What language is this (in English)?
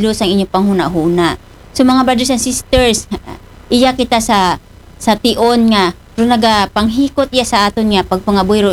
Aklanon